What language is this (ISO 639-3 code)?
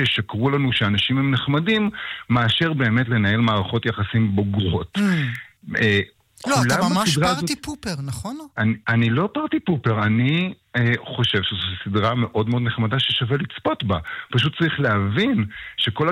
heb